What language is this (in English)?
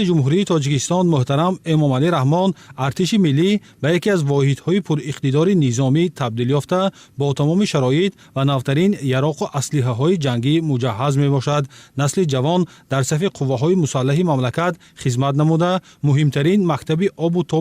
Tajik